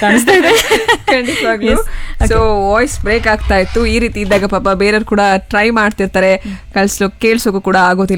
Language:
Kannada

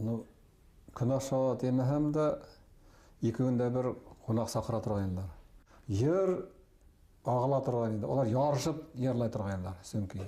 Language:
Bashkir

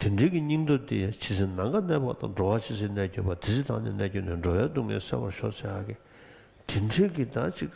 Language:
Tibetan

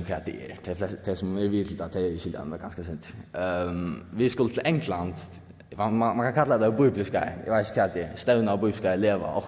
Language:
Faroese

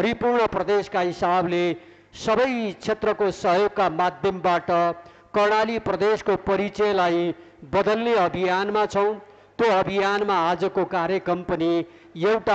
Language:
Nepali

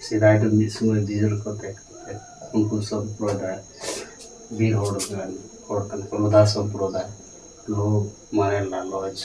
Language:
Santali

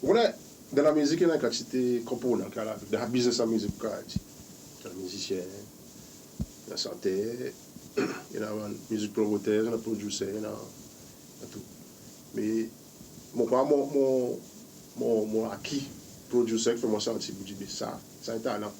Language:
Seselwa Creole French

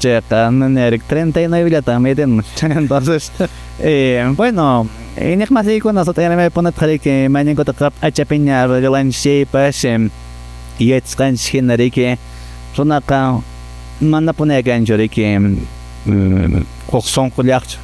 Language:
Quechua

